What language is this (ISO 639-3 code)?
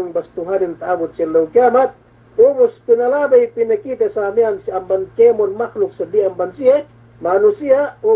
yka